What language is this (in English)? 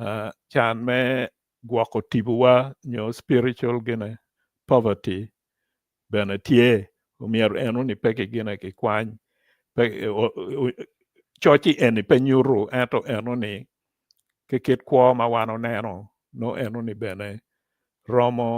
Acoli